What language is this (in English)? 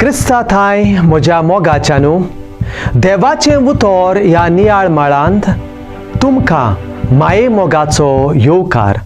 Konkani